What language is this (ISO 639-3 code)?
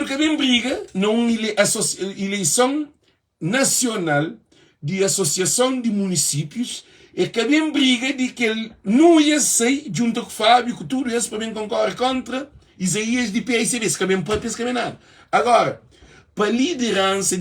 kea